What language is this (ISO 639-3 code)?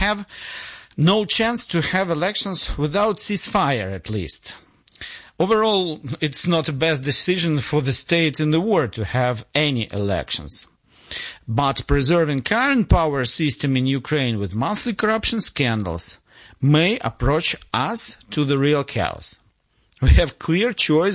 eng